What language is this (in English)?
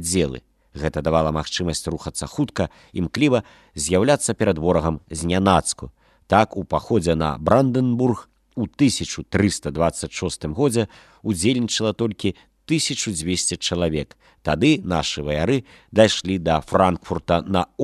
Belarusian